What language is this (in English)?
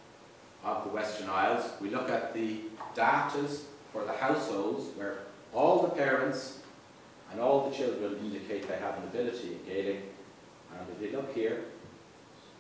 English